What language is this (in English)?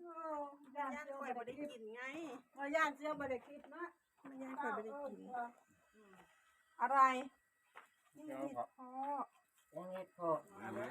Northeastern Thai